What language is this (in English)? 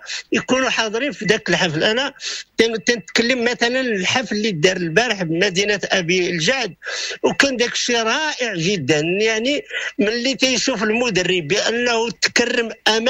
Moroccan Arabic